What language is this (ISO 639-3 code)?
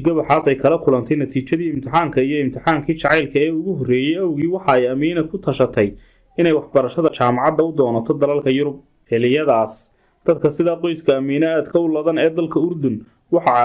som